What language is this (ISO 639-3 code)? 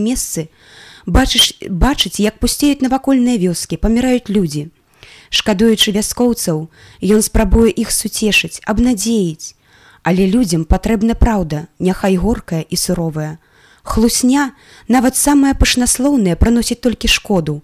bel